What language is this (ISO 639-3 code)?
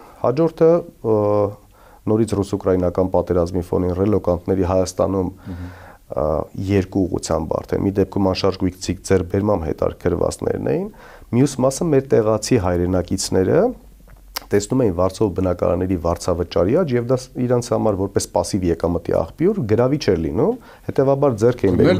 hye